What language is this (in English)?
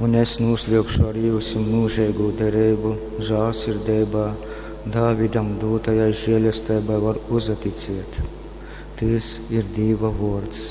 Latgalian